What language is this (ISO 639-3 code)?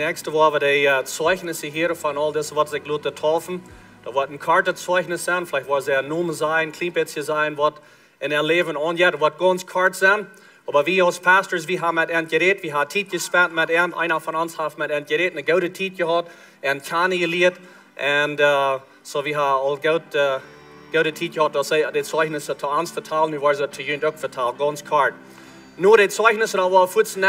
pdt